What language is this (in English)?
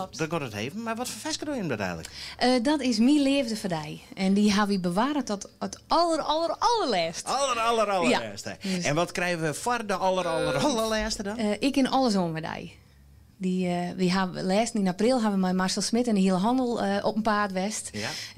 Western Frisian